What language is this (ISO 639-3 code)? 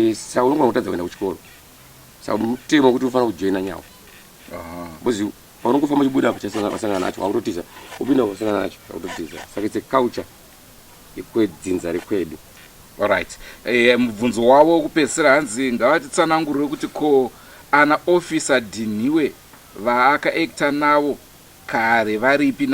sna